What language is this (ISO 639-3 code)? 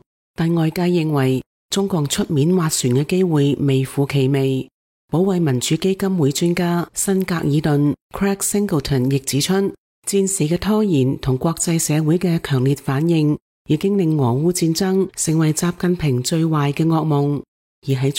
yue